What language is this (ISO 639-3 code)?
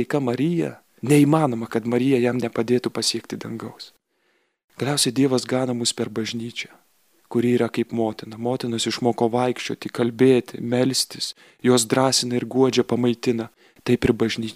lit